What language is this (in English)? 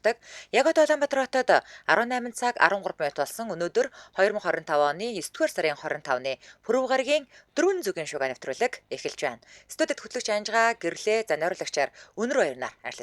Mongolian